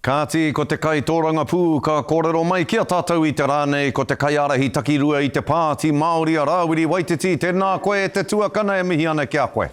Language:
Māori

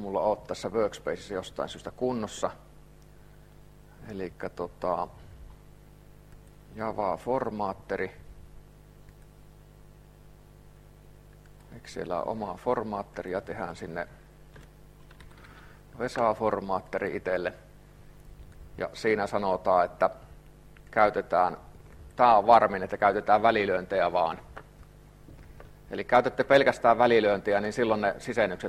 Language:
Finnish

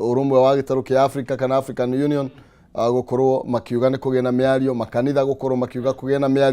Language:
Kikuyu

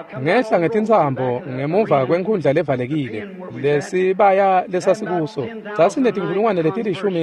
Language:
Swati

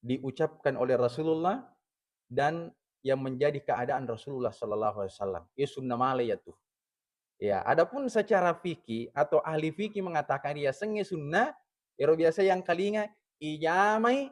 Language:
Buginese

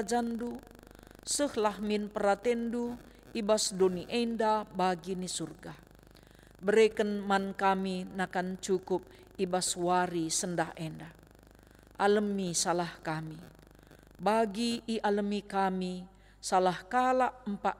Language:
Batak Karo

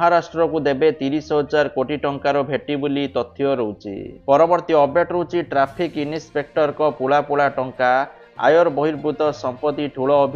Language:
Odia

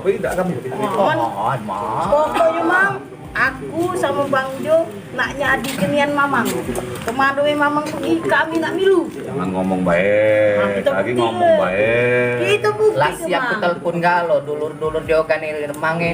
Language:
Musi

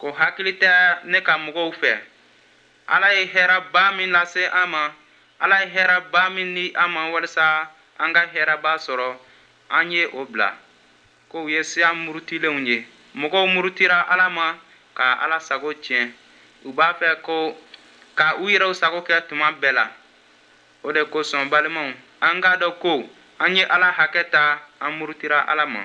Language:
Bambara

